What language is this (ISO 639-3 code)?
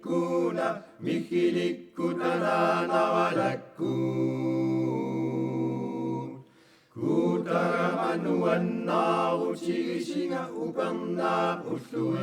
kal